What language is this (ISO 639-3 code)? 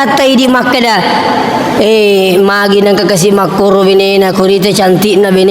bug